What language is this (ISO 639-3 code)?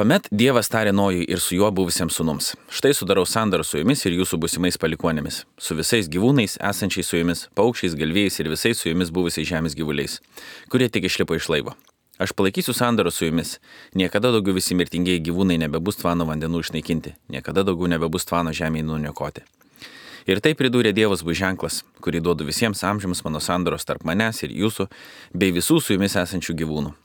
lit